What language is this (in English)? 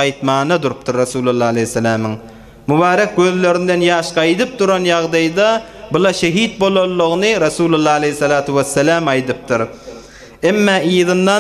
Turkmen